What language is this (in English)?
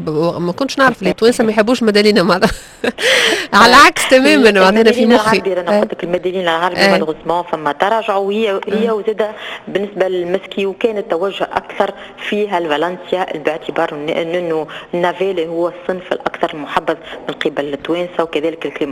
Tunisian Arabic